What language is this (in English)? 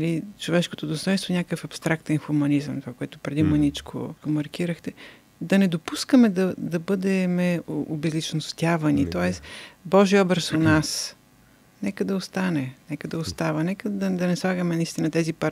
Bulgarian